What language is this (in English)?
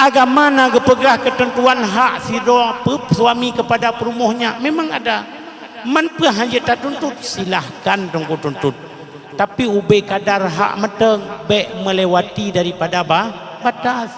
Achinese